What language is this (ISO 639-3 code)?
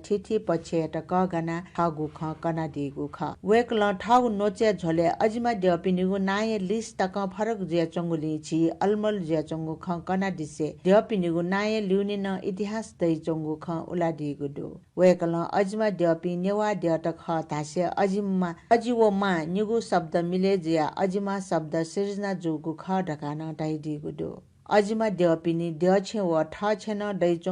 new